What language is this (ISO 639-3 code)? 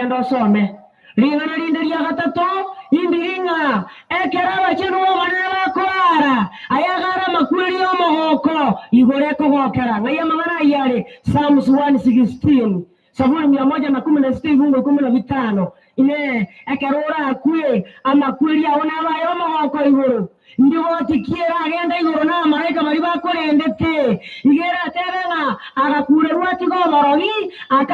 guz